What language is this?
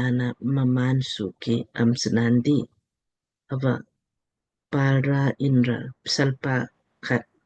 Lamkang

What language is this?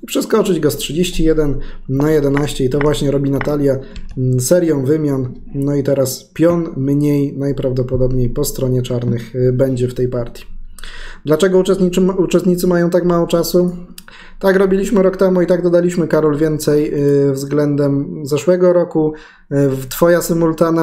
Polish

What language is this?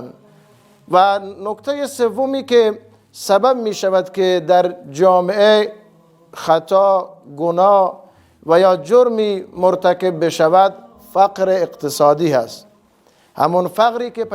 Persian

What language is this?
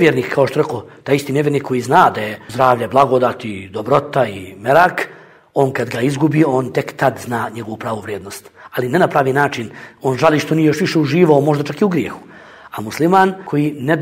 Bosnian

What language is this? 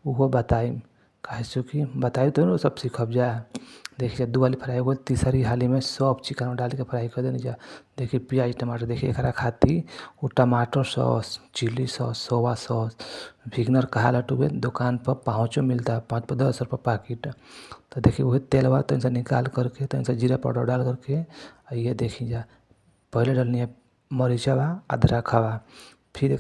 Bhojpuri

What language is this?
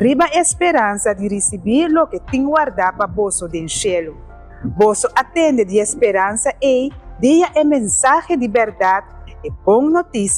Papiamento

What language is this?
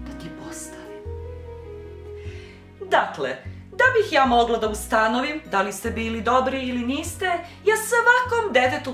Serbian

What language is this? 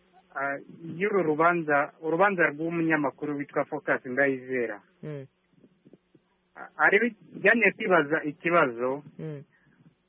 Kinyarwanda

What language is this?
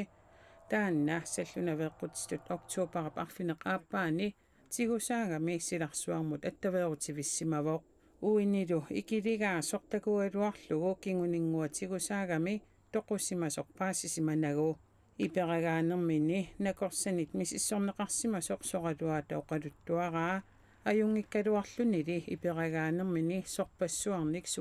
Kalaallisut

